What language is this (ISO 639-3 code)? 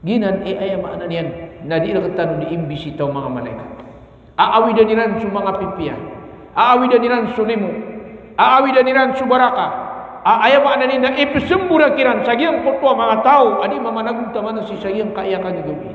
mrw